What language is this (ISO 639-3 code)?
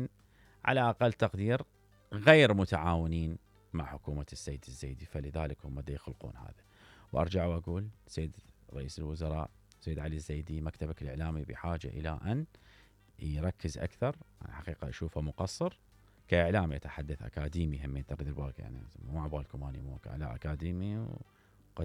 acm